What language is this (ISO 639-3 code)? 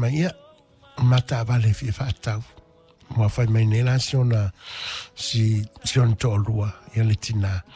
smo